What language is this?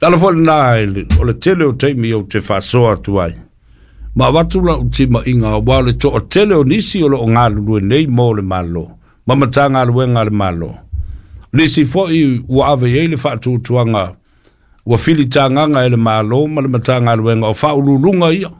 Samoan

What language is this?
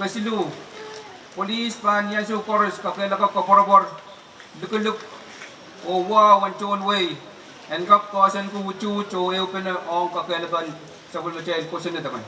Pohnpeian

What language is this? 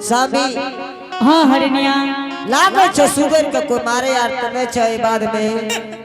Angika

